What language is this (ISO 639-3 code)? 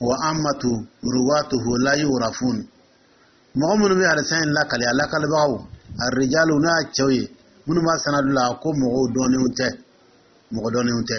dyu